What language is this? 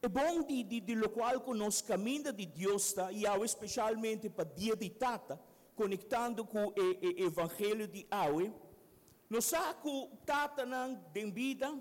Papiamento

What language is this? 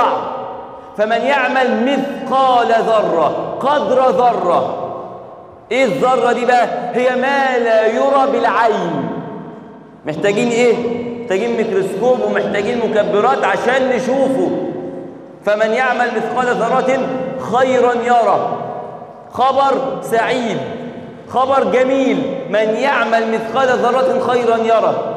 Egyptian Arabic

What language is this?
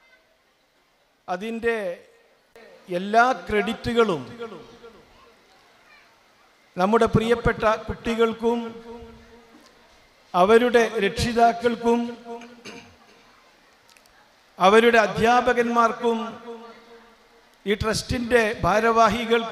Malayalam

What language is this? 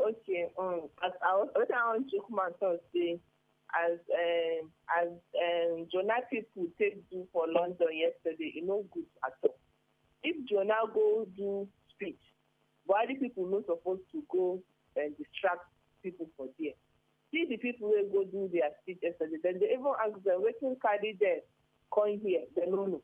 Nigerian Pidgin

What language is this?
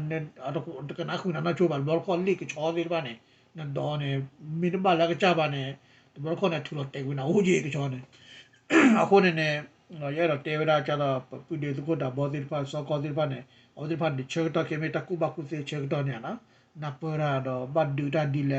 S'gaw Karen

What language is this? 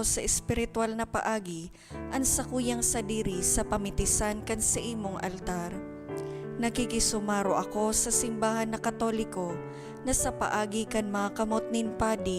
Bikol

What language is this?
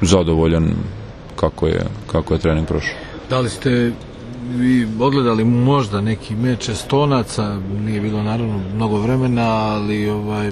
Serbian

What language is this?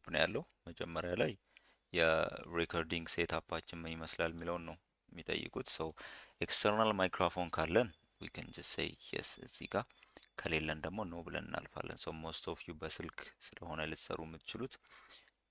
Amharic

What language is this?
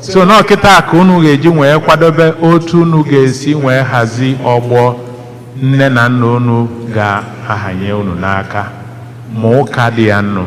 Igbo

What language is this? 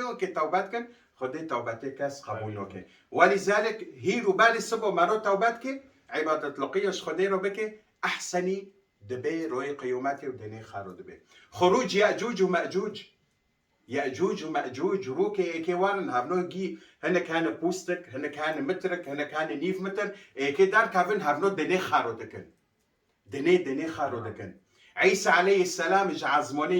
Kurdish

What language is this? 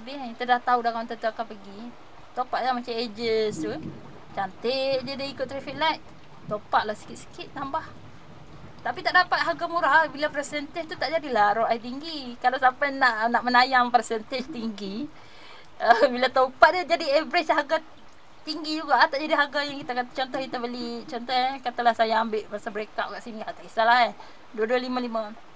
Malay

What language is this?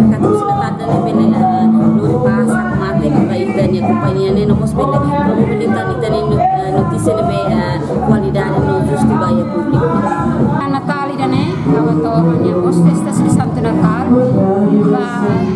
Tetum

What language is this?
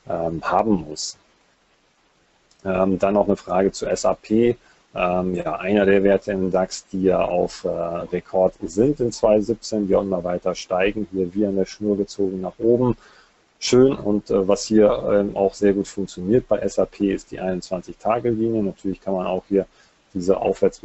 German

